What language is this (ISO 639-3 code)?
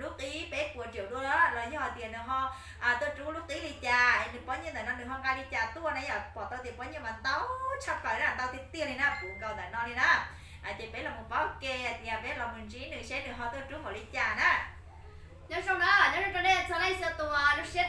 hmn